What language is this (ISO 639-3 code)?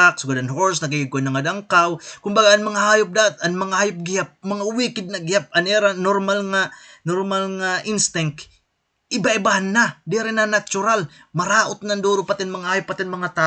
war